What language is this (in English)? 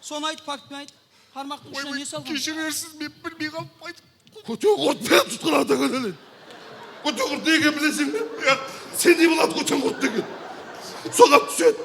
Kara-Kalpak